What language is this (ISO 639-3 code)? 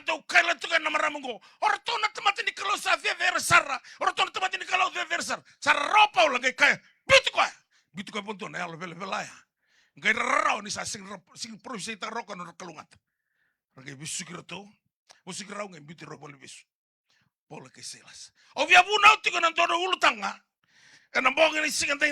fij